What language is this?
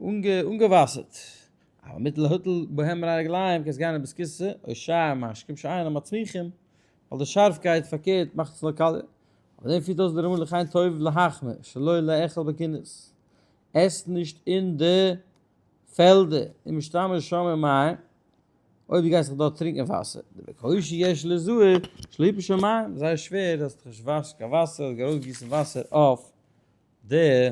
Yiddish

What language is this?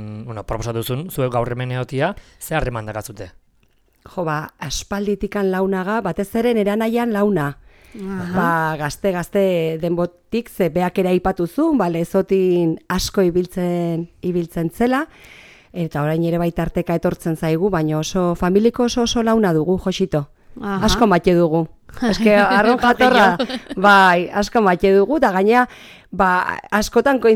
Basque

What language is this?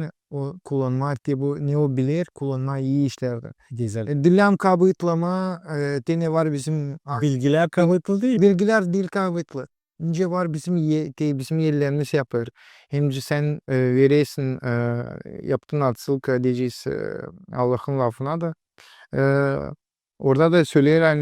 Gagauz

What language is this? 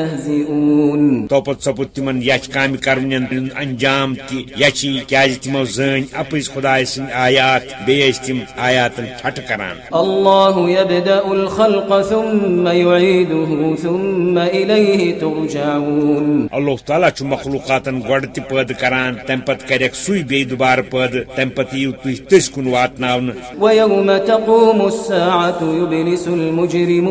Kashmiri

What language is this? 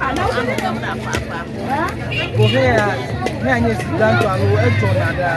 Ewe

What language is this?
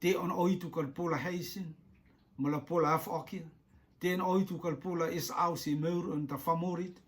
Rotuman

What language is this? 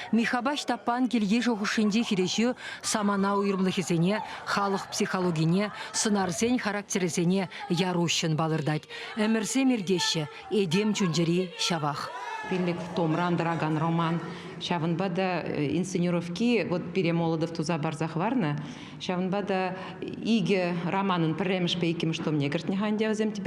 Chuvash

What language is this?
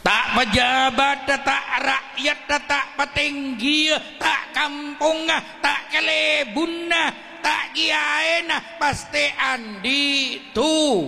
Madurese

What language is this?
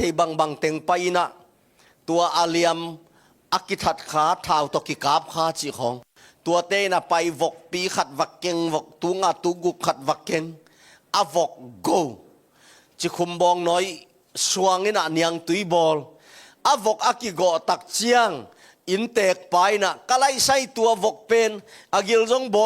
Tedim Chin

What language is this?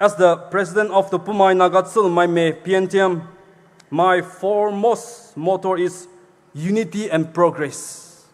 Poumei Naga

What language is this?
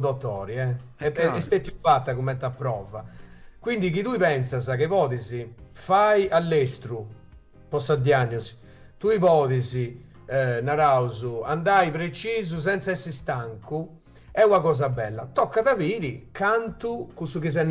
Sardinian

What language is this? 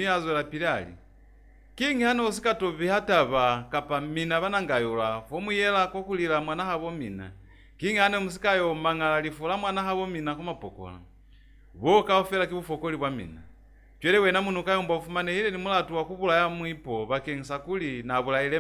Lozi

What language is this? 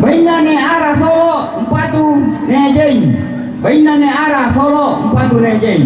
Toraja-Sa'dan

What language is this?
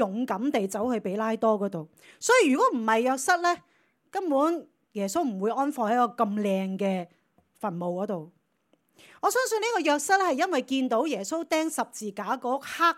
Cantonese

